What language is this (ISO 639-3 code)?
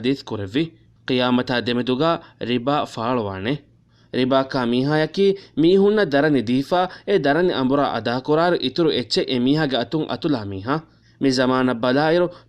div